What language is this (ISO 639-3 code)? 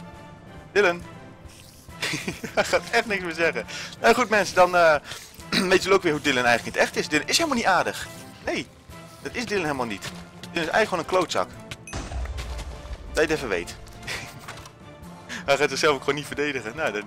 nld